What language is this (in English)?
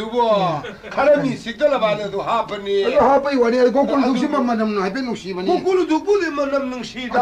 Manipuri